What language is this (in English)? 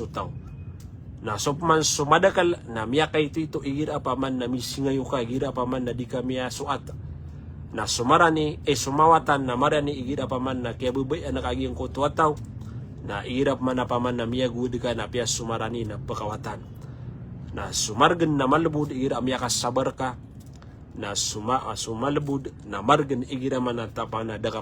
Maranao